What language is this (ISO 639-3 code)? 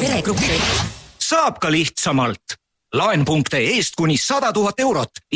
est